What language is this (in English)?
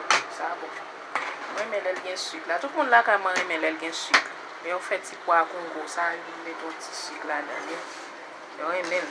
Haitian Creole